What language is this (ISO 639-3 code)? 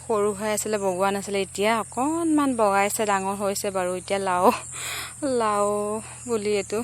asm